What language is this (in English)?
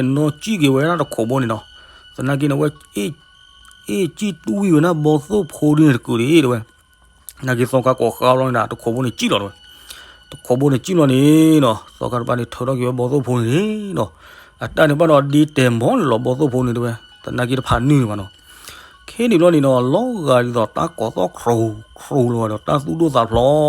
S'gaw Karen